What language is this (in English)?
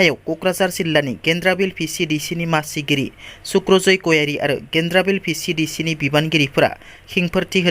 Bodo